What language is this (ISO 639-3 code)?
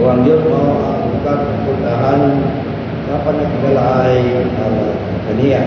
ceb